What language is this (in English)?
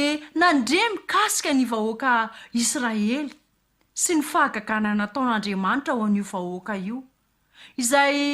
Malagasy